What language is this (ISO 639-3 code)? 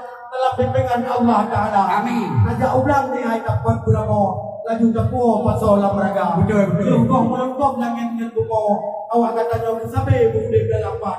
ace